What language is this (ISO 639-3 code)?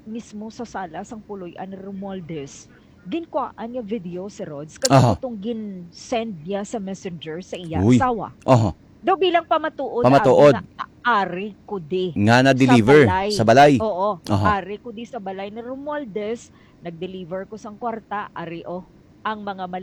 hil